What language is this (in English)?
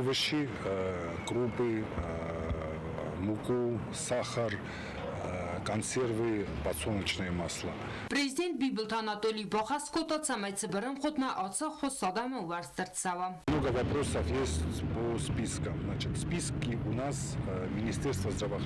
Ossetic